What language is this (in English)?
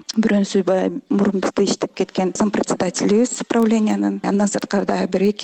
Kyrgyz